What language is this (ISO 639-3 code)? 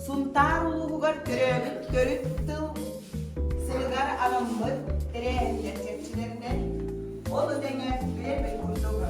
sah